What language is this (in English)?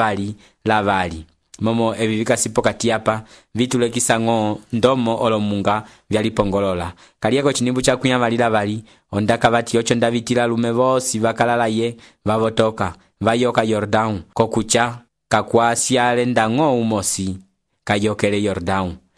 Umbundu